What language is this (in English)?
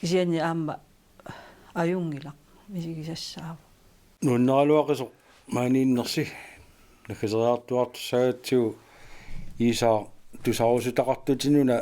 Kalaallisut